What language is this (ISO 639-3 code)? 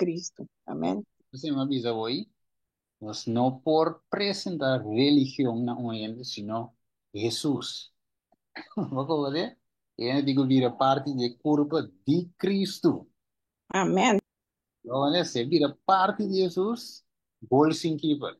pap